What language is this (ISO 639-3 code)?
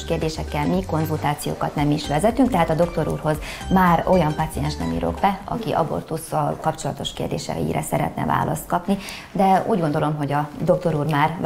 hun